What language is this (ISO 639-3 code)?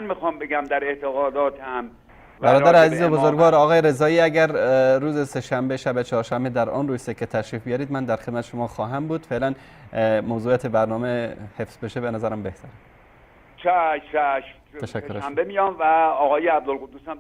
fas